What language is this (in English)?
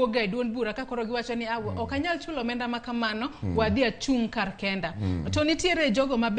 Luo (Kenya and Tanzania)